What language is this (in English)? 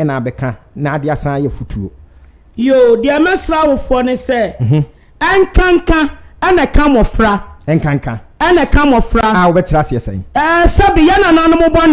Akan